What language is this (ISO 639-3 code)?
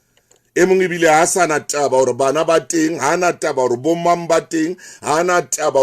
sot